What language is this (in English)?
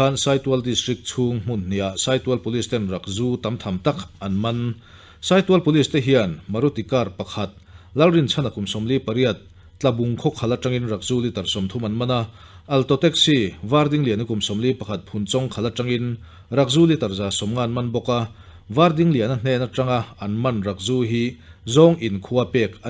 Mizo